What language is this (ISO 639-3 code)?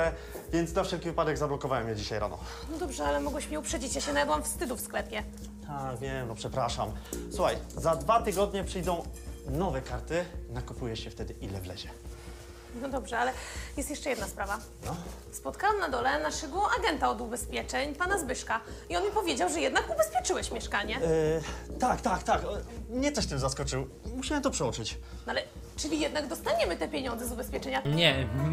pol